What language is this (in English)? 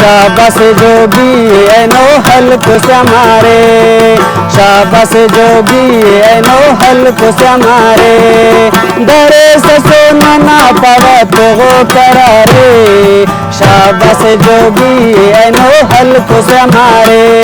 Brahui